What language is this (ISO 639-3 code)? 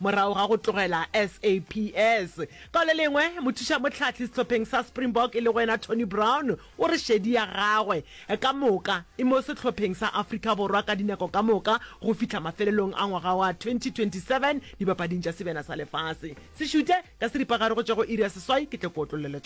nso